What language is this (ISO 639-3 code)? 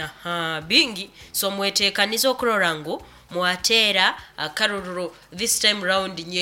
nyn